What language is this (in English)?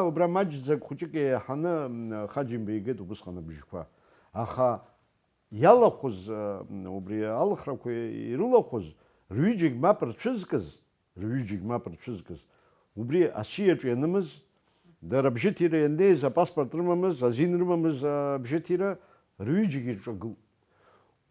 Abkhazian